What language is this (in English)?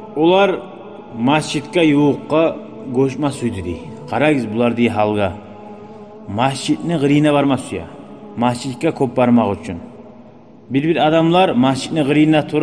Kumyk